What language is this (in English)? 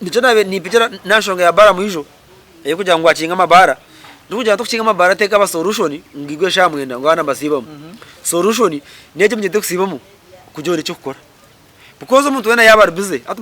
Nyankole